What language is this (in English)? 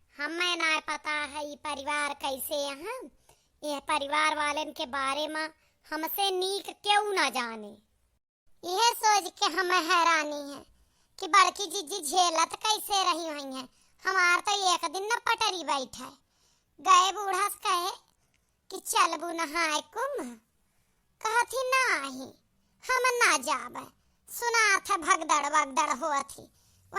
Awadhi